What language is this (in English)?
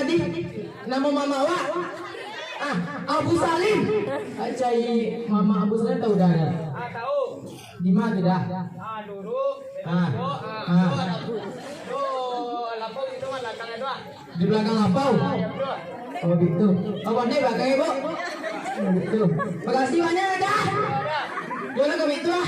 Minangkabau